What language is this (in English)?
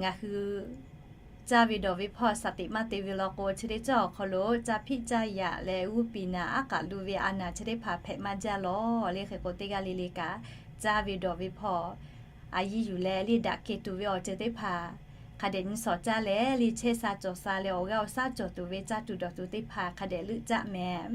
Lahu